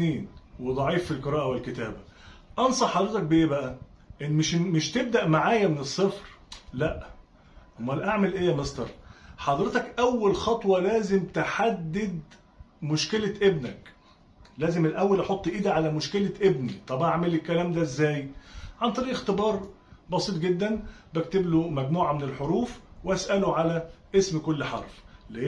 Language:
Egyptian Arabic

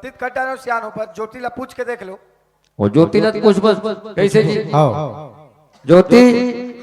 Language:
Chhattisgarhi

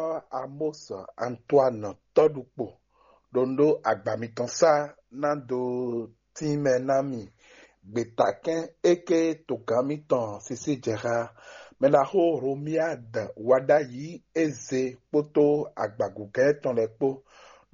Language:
Fon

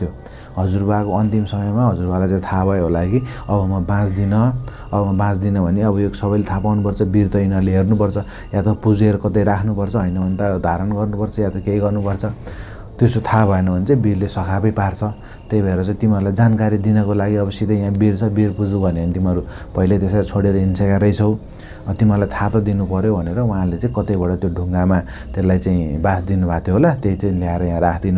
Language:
Nepali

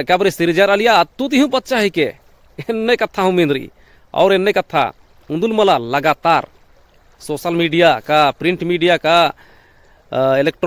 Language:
Kurukh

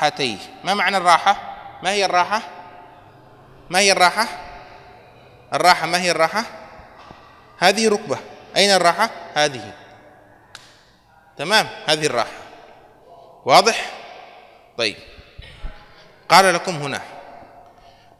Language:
Arabic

